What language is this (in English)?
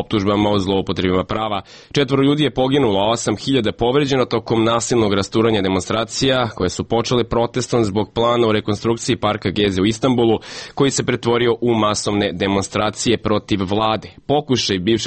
Serbian